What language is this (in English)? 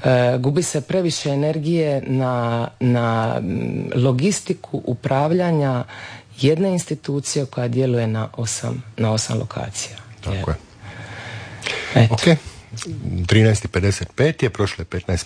Croatian